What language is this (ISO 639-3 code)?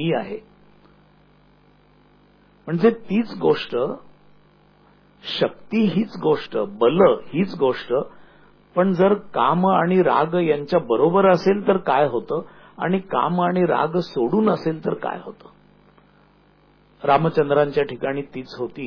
mar